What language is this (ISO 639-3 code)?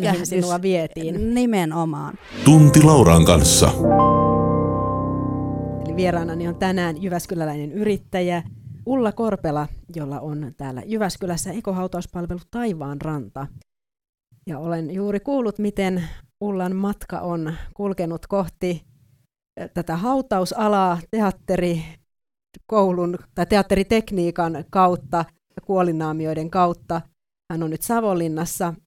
fin